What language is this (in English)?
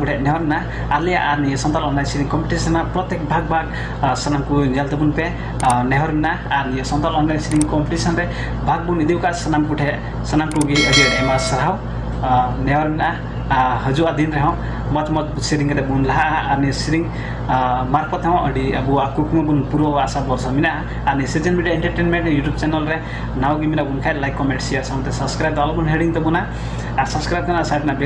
Santali